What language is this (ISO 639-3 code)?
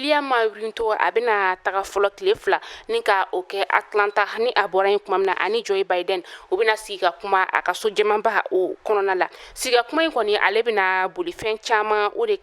bam